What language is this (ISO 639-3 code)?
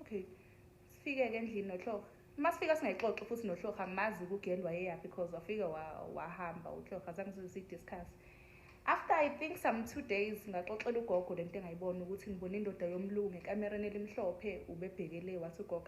zul